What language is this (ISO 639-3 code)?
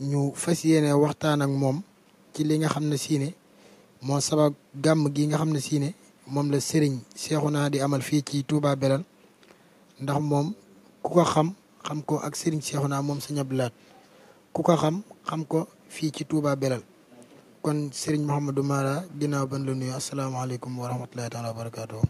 wol